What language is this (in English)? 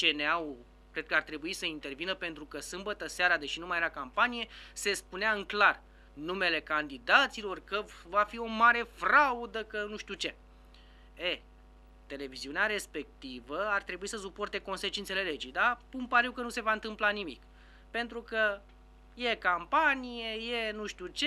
Romanian